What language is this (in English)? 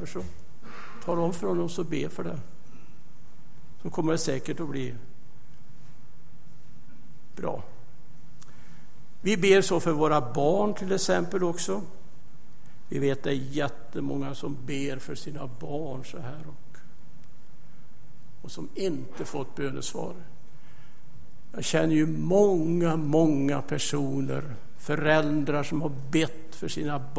Swedish